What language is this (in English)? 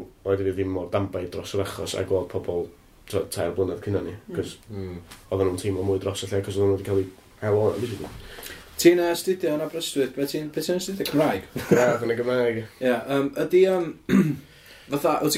Welsh